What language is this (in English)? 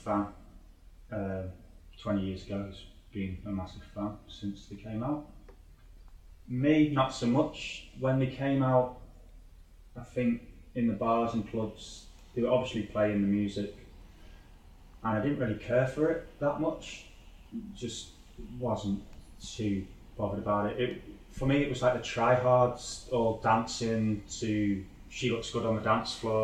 English